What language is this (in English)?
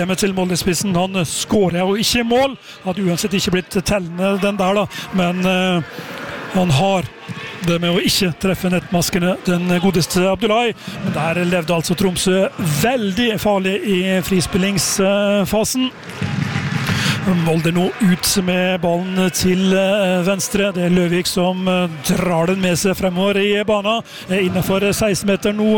Norwegian